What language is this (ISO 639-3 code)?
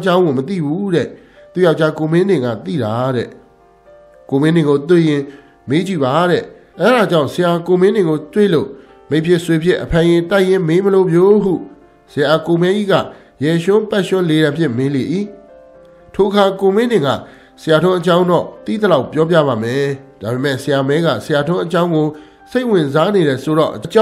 mya